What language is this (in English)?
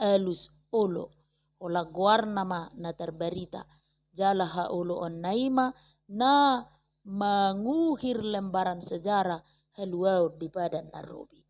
Batak Toba